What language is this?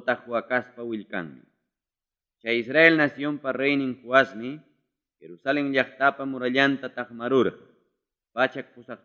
Ayacucho Quechua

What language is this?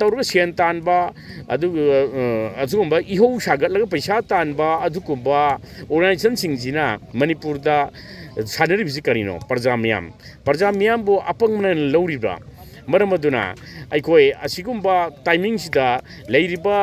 Manipuri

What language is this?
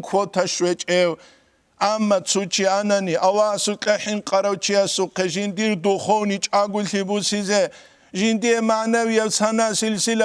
Avaric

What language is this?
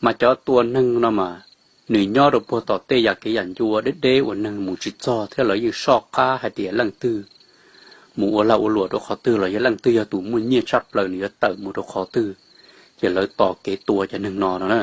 Hmong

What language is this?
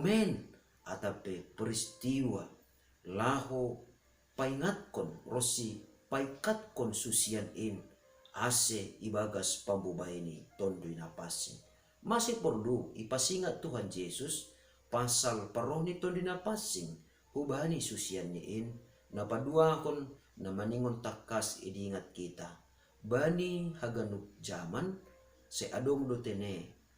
Batak Simalungun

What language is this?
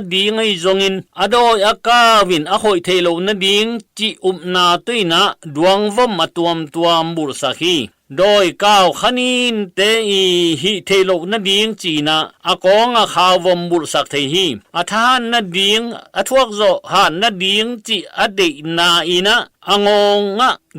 Tedim Chin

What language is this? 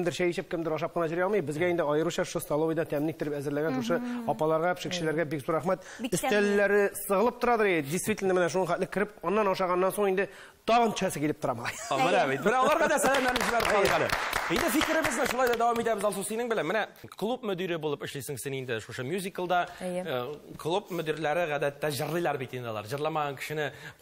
Tatar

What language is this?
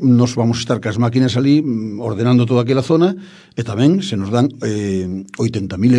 Galician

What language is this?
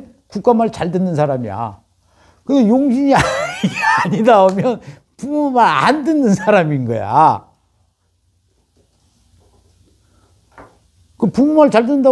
Korean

